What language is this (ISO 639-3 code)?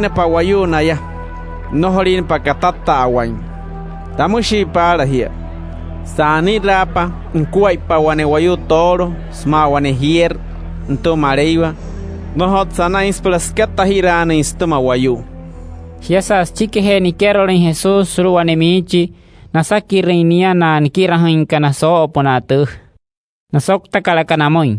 guc